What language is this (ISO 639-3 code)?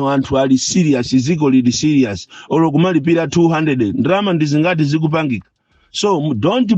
nya